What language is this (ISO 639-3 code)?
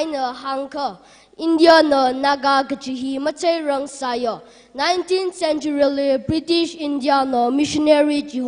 nmf